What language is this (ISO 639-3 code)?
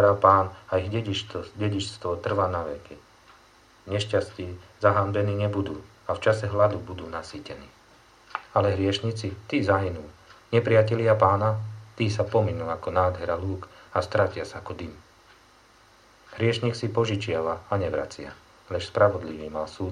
slk